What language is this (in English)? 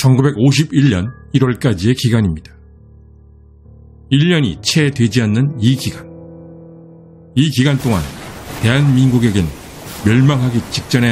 Korean